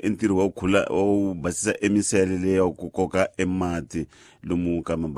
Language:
Tsonga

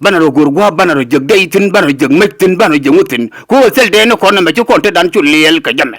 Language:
Nuer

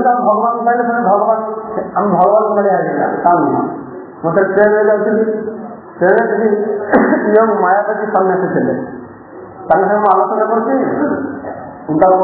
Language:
Odia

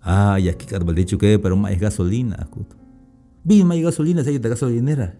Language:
Tzeltal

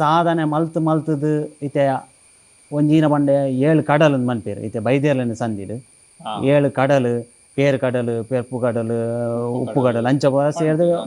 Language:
Tulu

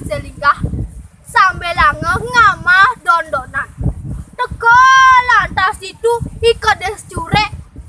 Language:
Balinese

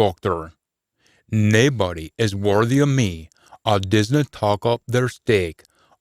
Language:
Scots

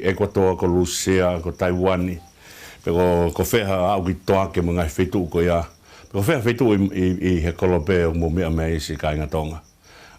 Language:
Tongan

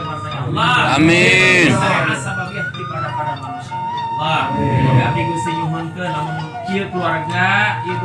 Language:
Sundanese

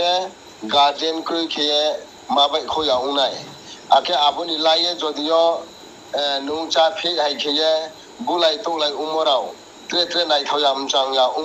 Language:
Riang (India)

